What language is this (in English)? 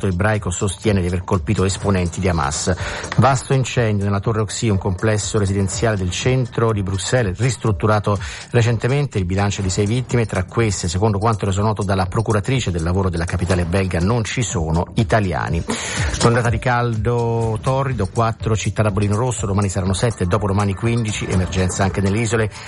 Italian